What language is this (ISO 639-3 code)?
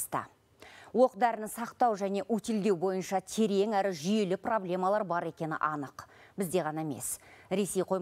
kaz